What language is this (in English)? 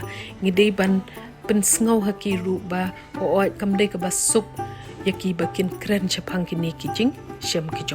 Khasi